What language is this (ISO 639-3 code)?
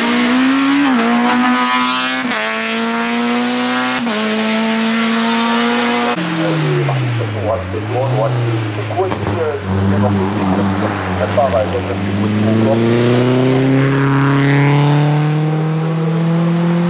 fra